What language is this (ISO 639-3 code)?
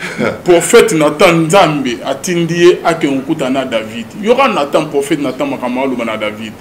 lin